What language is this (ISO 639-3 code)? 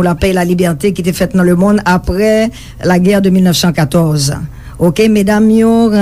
hat